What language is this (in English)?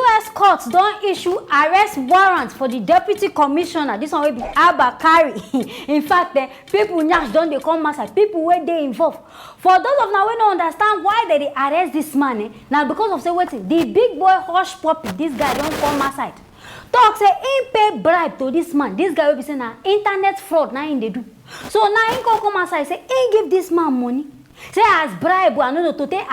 Nigerian Pidgin